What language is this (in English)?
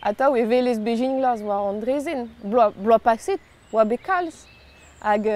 Breton